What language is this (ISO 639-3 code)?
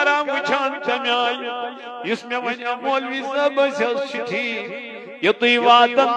kas